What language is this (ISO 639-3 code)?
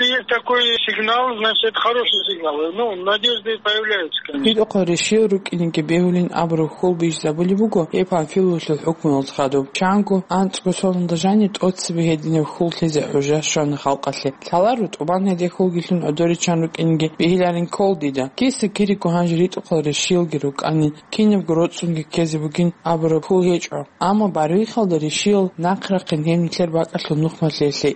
ava